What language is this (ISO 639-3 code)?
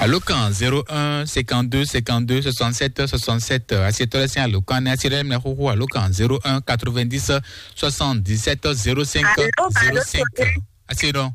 fon